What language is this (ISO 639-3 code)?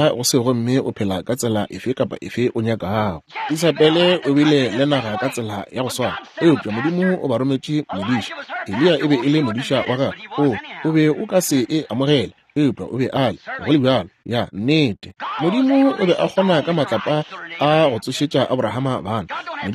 nso